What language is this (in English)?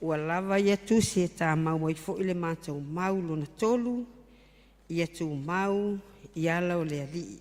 Samoan